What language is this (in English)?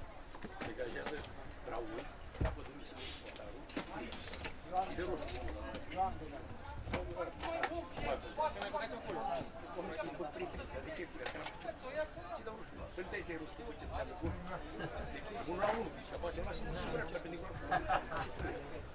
Romanian